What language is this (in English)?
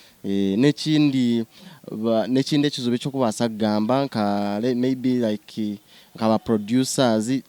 Nyankole